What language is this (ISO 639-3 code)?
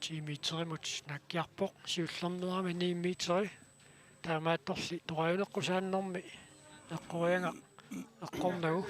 kal